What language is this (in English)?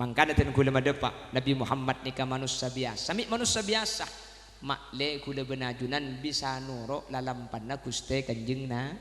Madurese